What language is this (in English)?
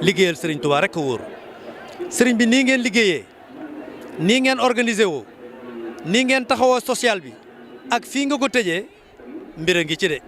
Wolof